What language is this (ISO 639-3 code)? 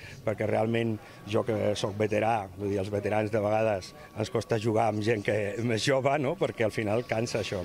cat